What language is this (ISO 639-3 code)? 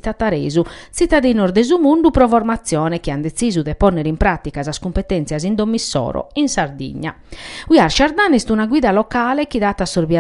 srd